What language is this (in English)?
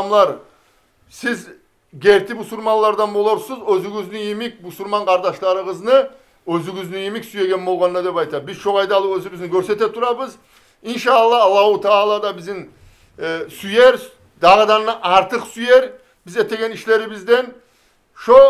Kumyk